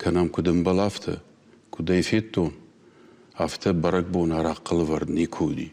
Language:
Ossetic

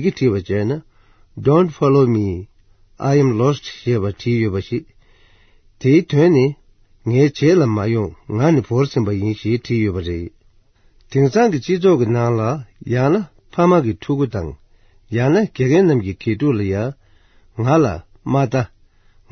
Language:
Tibetan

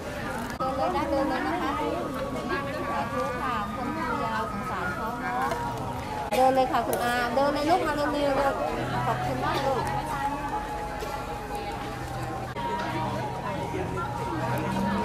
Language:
Thai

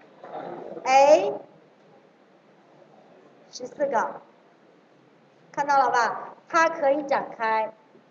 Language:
Chinese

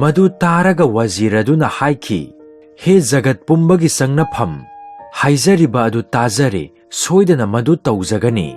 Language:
Manipuri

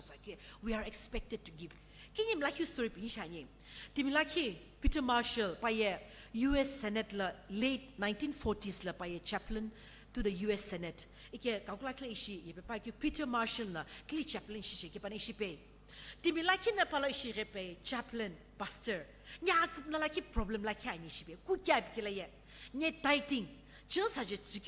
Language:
Sumi Naga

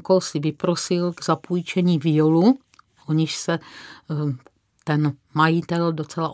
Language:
Czech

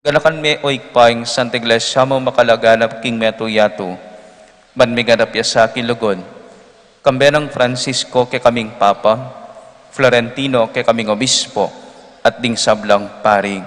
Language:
Pampanga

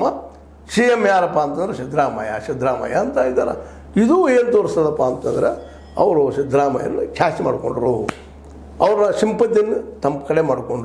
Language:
Kannada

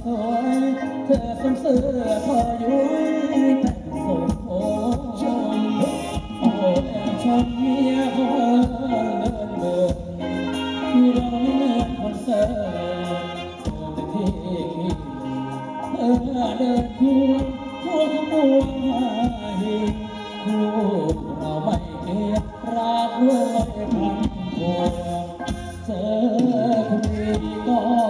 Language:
Thai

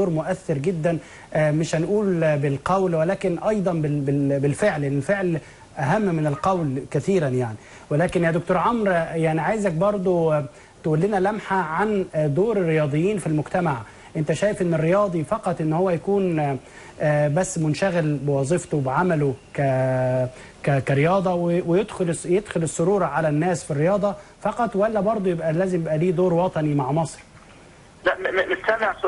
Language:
Egyptian Arabic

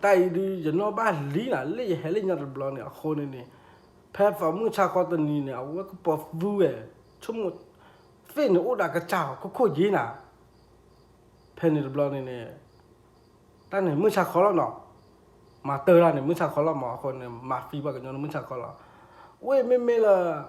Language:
S'gaw Karen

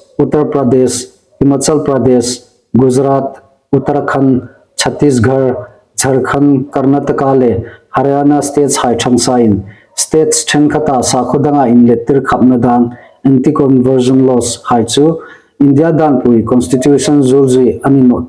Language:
Hmar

